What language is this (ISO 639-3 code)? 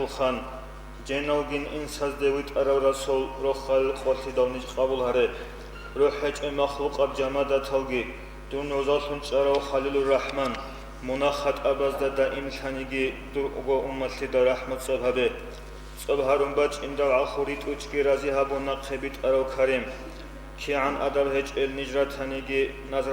ava